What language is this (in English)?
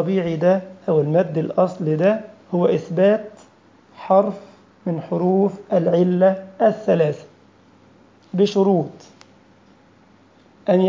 Egyptian Arabic